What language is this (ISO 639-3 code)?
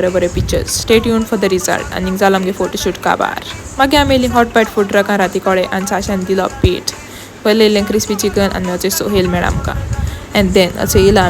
kok